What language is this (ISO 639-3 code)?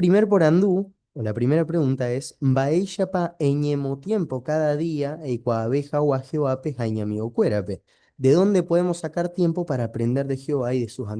grn